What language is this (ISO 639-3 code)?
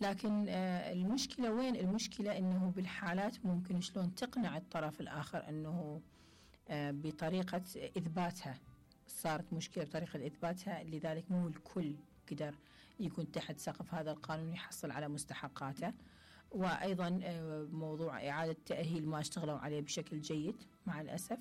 acm